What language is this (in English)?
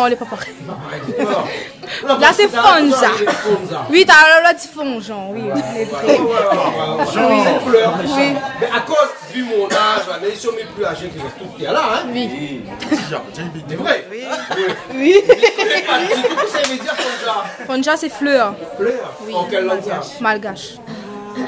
Réunion Creole French